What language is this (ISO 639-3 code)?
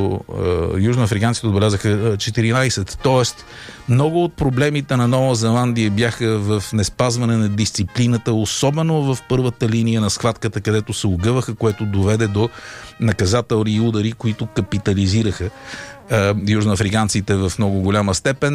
bul